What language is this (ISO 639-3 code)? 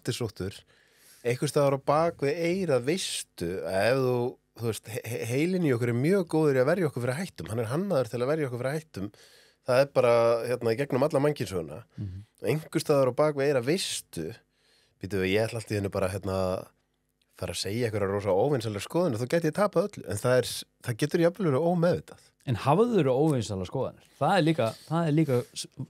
isl